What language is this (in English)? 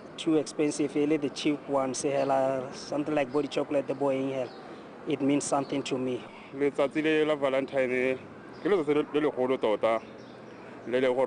Tswana